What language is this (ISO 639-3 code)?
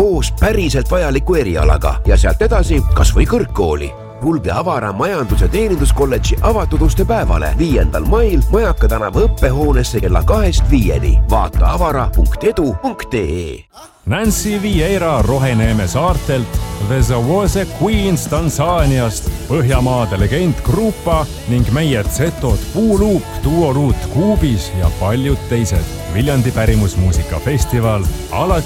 est